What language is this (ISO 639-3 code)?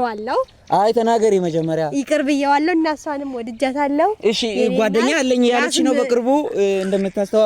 amh